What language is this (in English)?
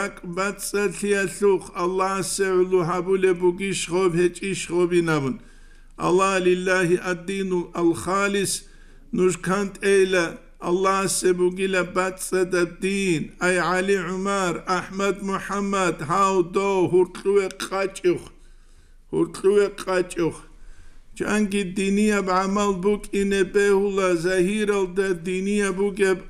Avaric